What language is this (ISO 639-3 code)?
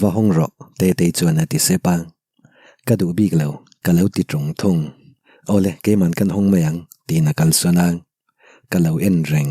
lus